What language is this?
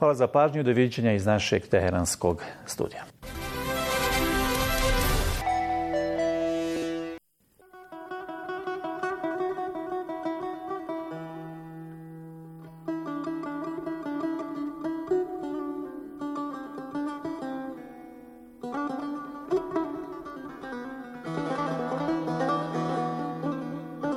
Bosnian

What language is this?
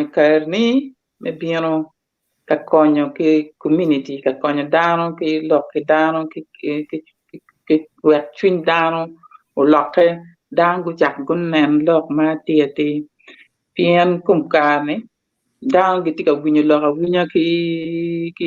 Acoli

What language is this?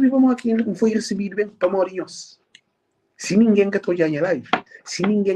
Kabuverdianu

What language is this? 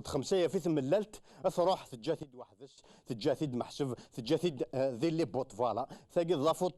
Kabyle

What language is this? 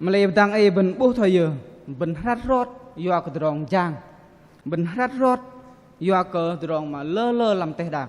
Bahnar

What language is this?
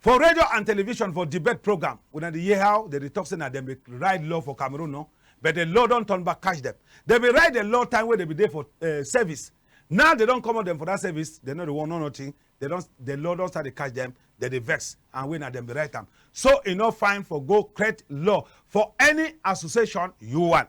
Cameroon Pidgin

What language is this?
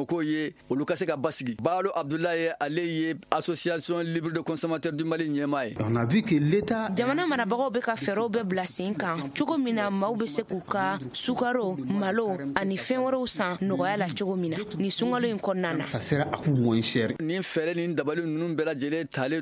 Bambara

